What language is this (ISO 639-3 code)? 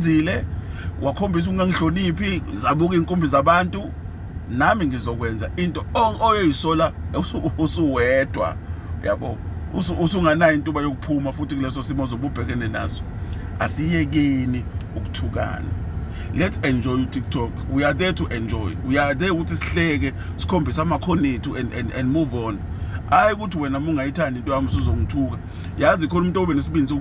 zul